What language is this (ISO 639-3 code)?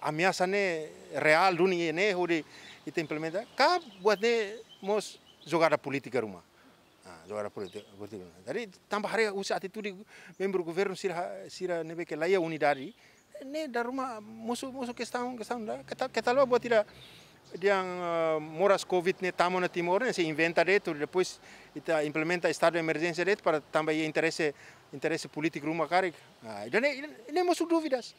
tet